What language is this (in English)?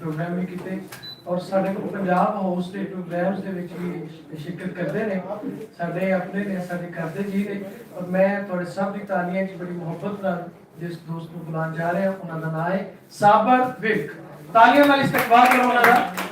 Western Panjabi